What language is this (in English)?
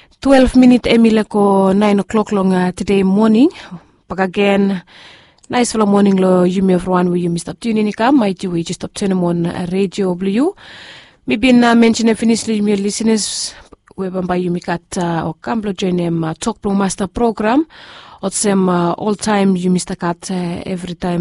Bislama